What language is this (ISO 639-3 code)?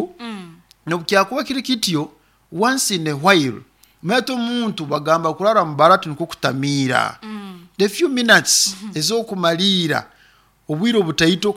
nyo